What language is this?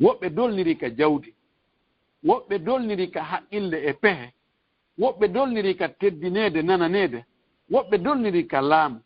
Fula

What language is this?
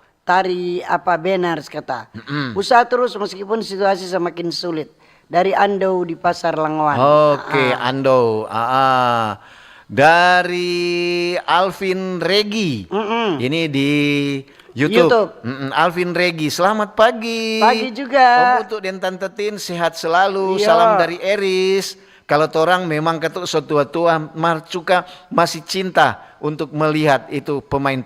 Manado Malay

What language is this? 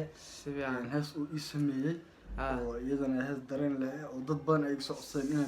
Somali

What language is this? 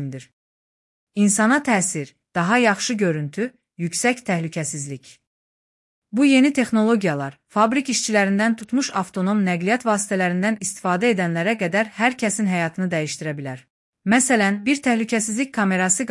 Azerbaijani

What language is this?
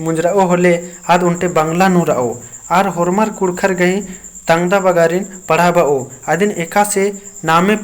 Kurukh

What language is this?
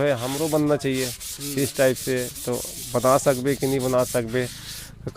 Chhattisgarhi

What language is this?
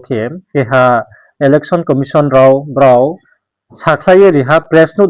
Riang (India)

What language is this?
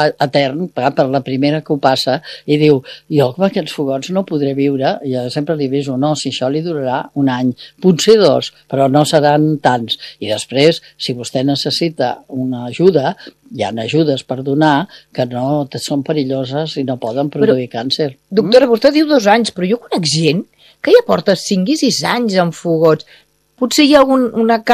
Catalan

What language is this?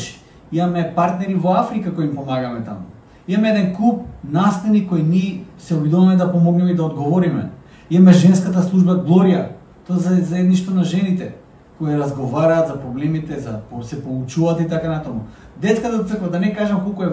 Macedonian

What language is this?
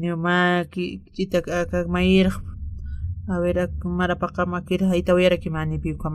Aymara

